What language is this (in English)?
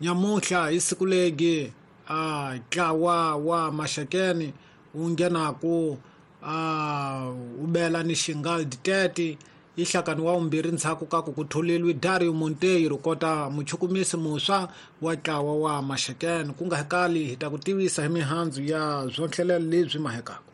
Tsonga